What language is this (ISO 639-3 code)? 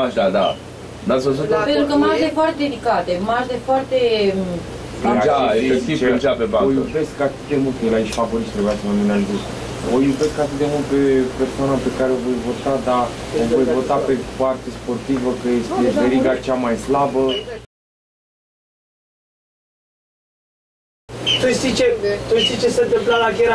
ron